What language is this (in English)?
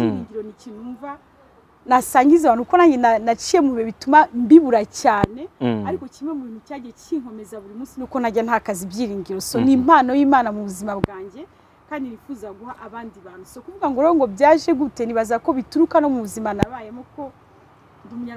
Kinyarwanda